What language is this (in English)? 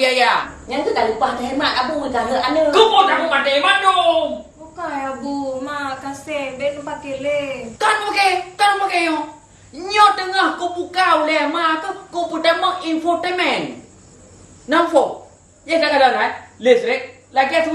Achinese